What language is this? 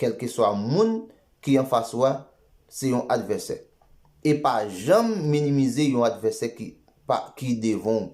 Haitian Creole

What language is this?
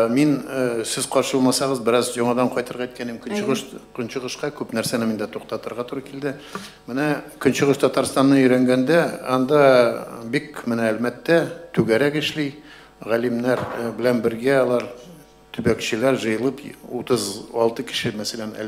Tatar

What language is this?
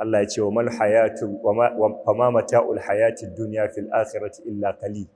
Hausa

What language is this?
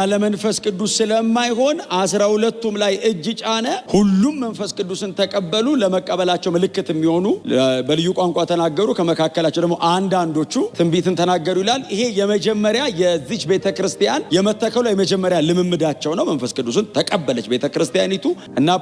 Amharic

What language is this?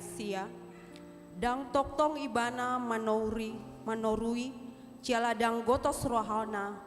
Batak Toba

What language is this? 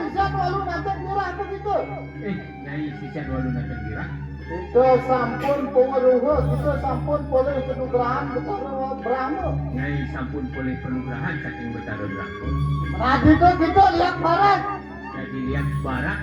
Balinese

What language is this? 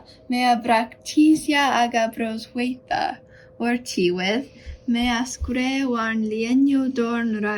Cornish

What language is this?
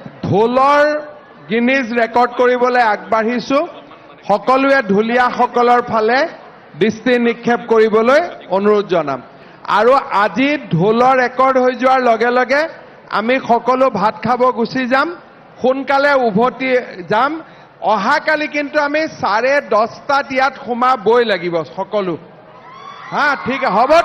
Assamese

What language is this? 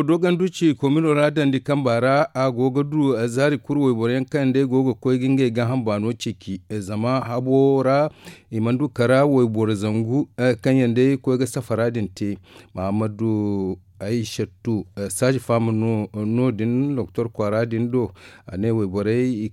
Zarma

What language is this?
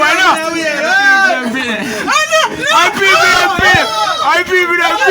Jamaican Creole English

